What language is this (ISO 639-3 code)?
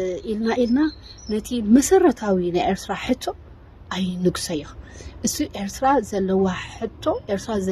tir